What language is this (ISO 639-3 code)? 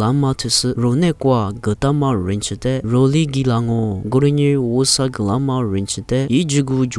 lis